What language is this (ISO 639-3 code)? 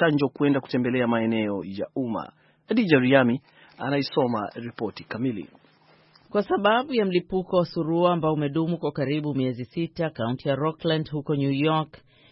swa